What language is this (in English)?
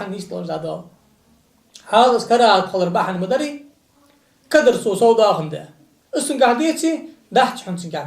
Ingush